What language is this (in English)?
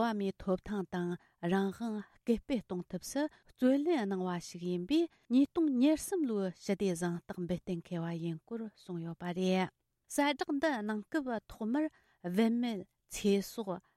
Tibetan